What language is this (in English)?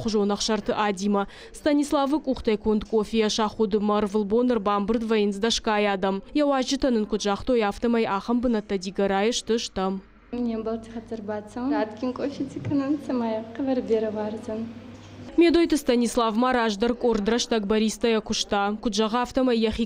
Ossetic